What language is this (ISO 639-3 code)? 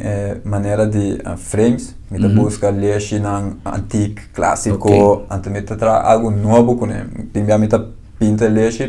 pap